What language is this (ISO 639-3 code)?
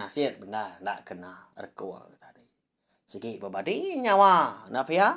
iba